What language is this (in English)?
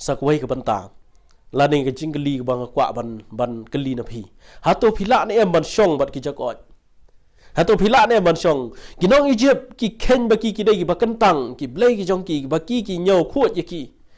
Khasi